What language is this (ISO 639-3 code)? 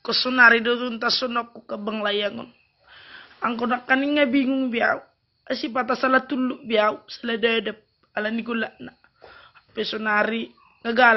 bbc